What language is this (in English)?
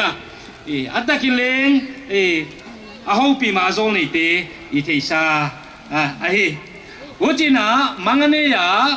Paite Chin